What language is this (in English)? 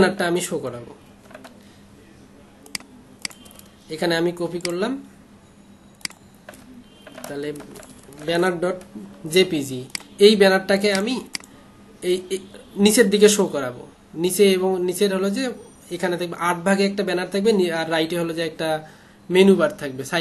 Bangla